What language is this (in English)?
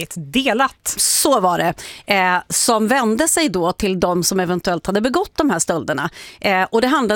Swedish